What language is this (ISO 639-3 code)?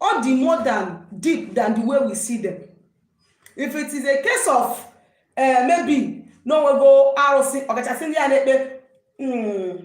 ibo